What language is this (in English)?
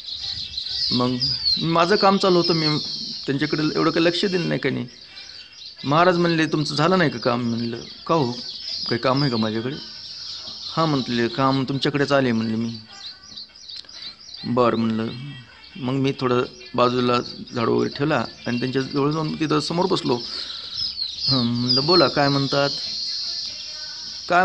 Marathi